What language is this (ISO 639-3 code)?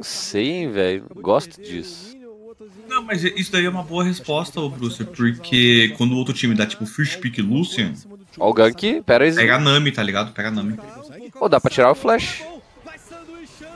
por